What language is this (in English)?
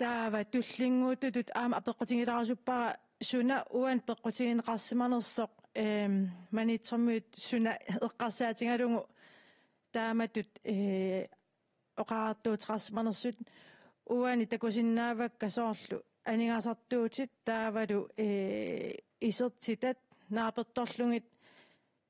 Kalaallisut